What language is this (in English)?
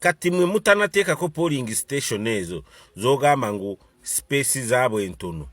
Ganda